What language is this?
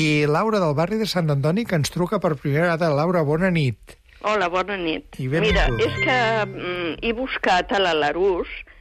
Catalan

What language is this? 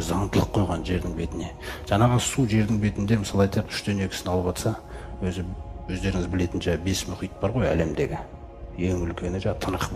Kazakh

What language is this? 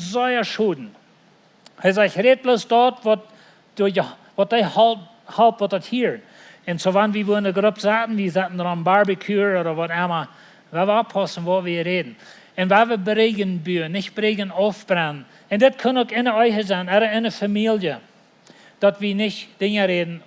Plautdietsch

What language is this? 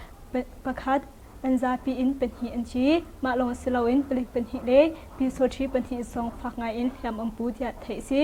Hakha Chin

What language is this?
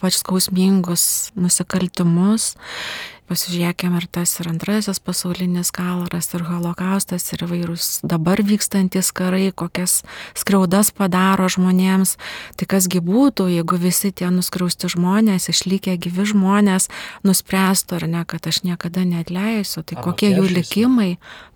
Lithuanian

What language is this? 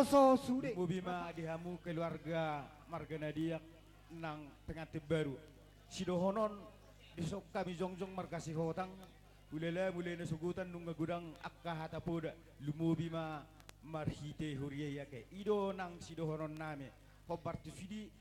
Batak Toba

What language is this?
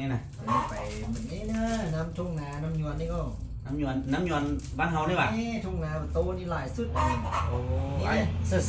Lao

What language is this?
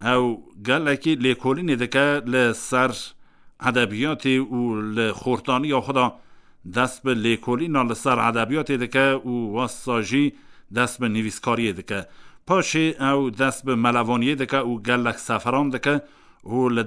Kurdish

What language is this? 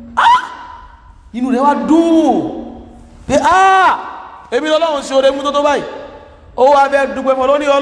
Yoruba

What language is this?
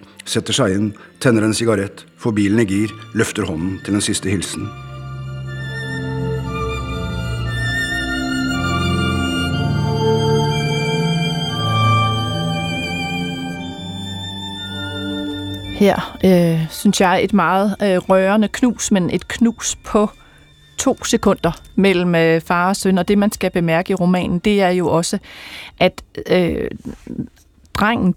Danish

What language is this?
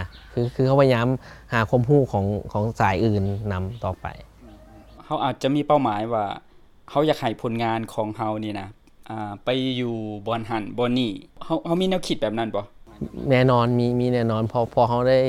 Lao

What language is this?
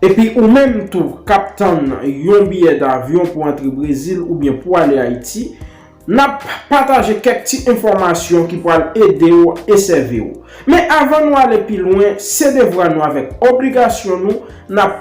Haitian Creole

